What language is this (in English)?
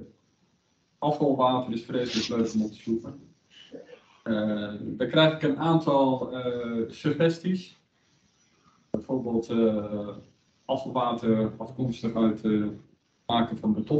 Dutch